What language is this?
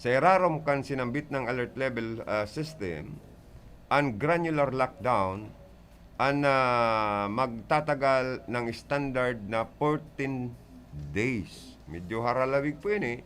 Bikol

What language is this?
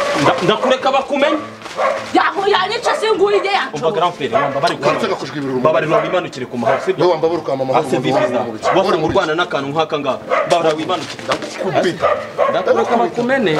Kinyarwanda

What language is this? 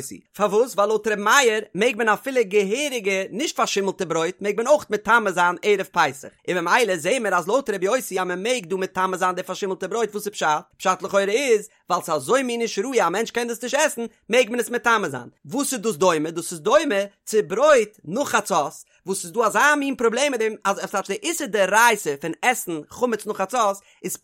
Yiddish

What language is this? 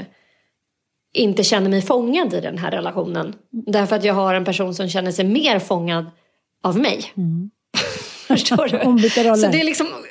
Swedish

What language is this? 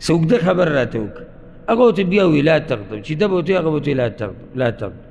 Pashto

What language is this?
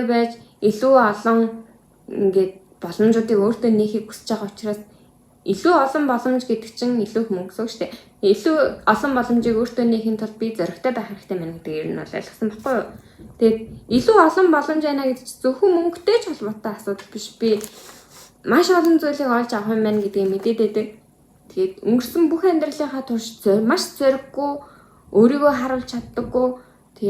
Mongolian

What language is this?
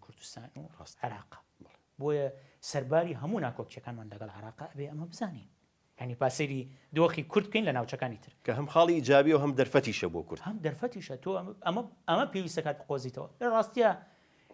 Central Kurdish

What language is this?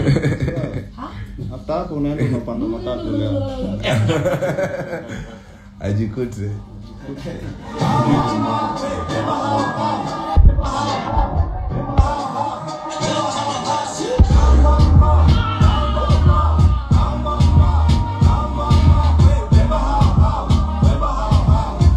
Swahili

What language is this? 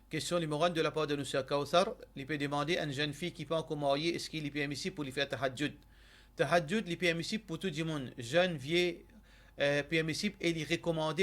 Morisyen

